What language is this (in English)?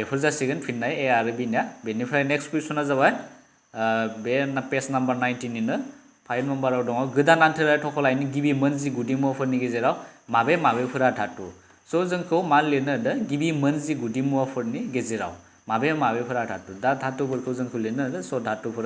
Bodo